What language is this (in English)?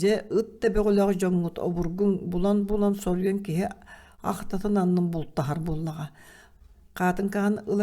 Yakut